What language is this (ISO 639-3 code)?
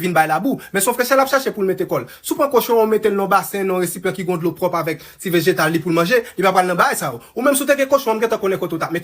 hat